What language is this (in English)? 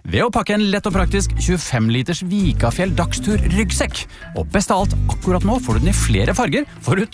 Norwegian